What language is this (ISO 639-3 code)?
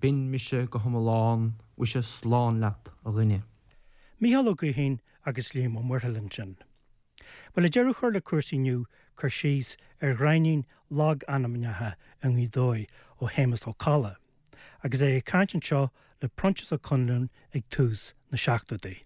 gle